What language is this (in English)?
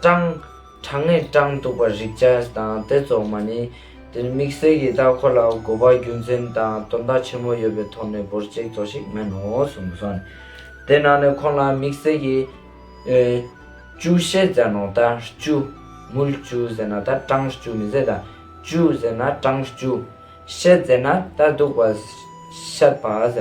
Ladakhi